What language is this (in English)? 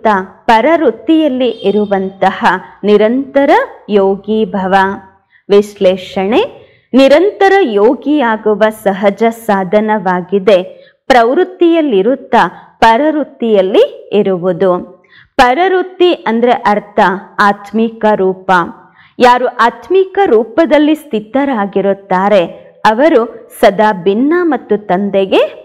Kannada